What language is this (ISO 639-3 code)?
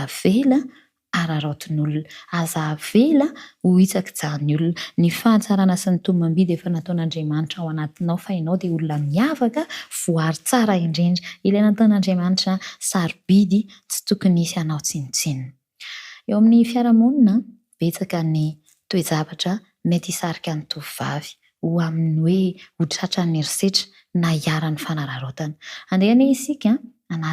mlg